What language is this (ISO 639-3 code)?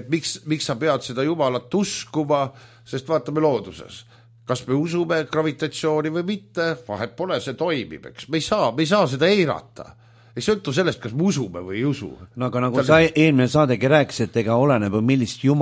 est